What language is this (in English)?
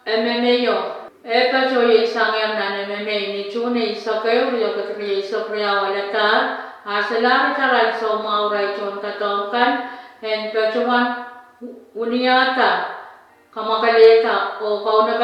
Pohnpeian